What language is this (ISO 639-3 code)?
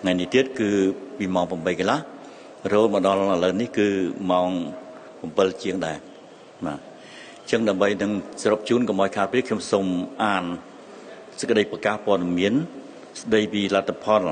khm